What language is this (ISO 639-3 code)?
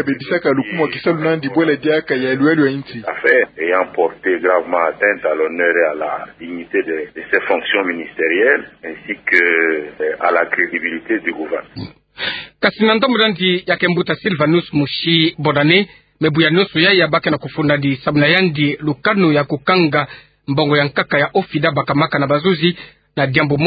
ktu